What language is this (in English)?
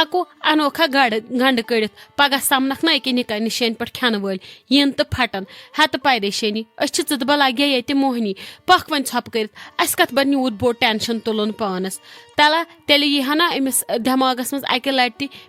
Kashmiri